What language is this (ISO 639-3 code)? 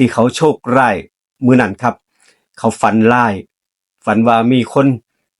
tts